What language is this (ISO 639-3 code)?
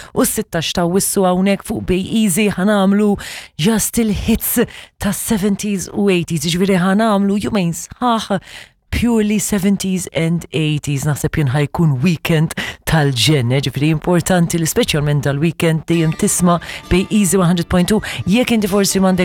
mlt